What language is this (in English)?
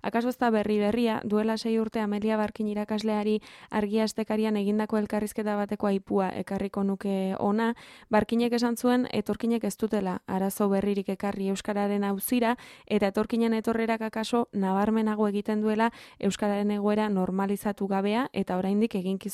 Basque